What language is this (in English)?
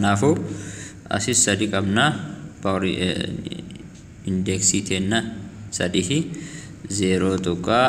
Oromo